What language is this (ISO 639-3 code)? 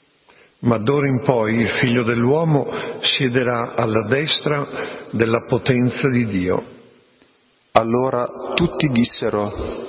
ita